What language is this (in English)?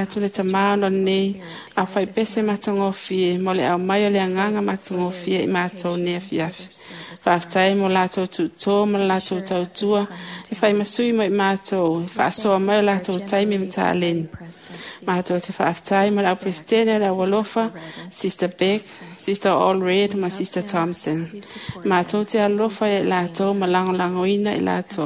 Samoan